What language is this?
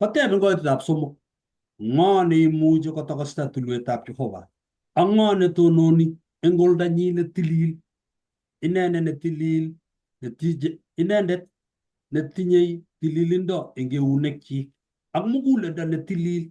Kalenjin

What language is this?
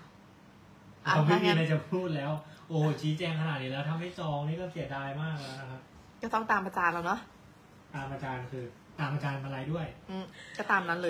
Thai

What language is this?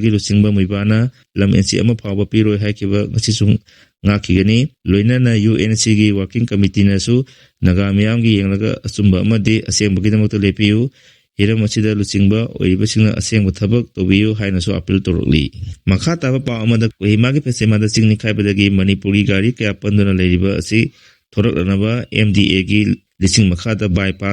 Manipuri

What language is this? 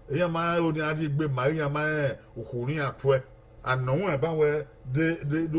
Bini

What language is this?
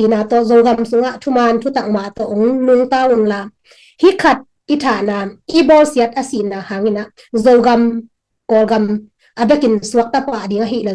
Tedim Chin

